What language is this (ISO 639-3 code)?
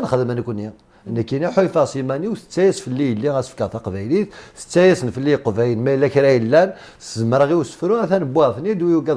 kab